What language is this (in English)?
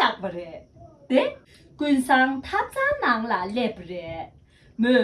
Tibetan